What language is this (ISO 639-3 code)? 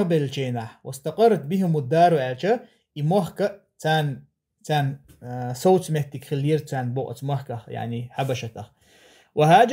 che